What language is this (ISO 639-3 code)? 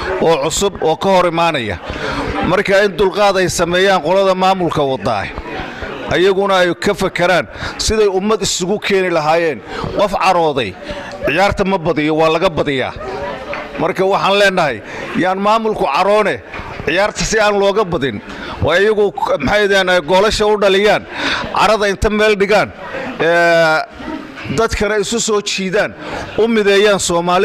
som